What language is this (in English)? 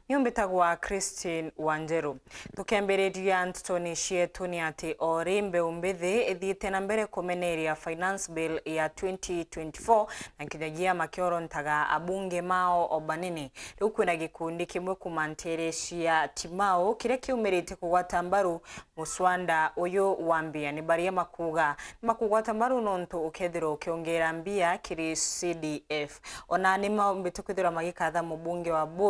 Meru